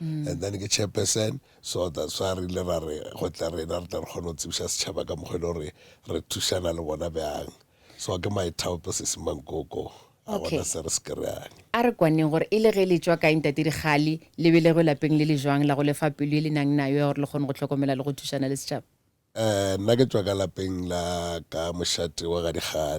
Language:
Northern Sotho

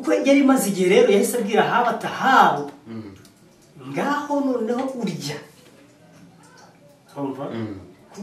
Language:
Kinyarwanda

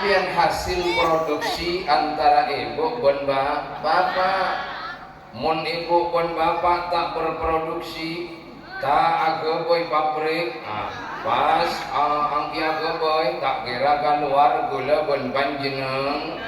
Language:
Madurese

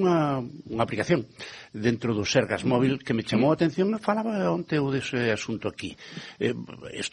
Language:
Galician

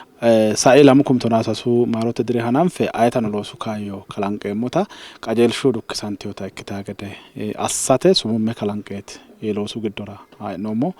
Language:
Sidamo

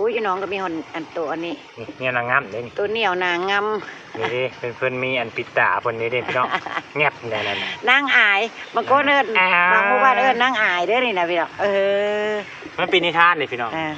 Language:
Northeastern Thai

